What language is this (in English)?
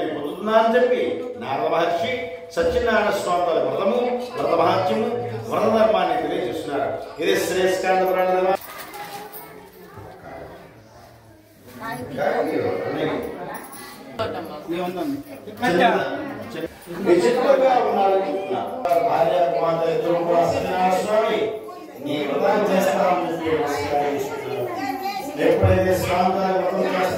Telugu